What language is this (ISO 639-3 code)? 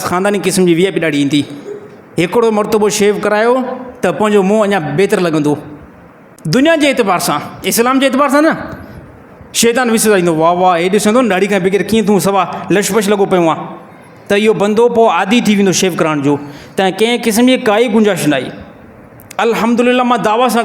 snd